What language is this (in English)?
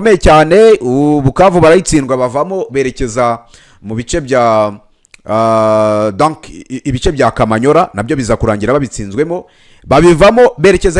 Kinyarwanda